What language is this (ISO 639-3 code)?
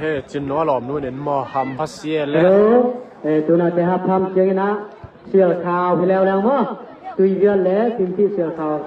ctd